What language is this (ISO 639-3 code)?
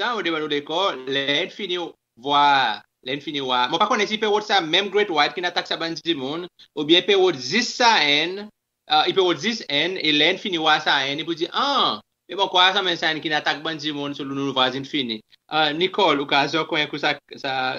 crs